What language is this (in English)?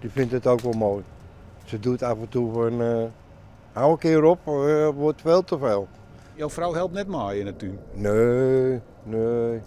Western Frisian